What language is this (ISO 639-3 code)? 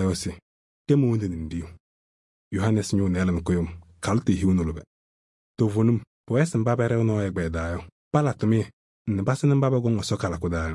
kbp